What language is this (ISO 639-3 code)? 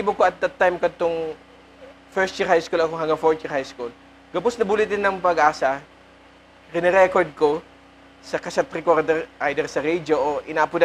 bik